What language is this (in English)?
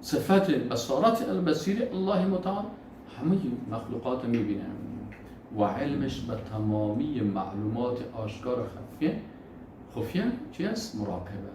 Persian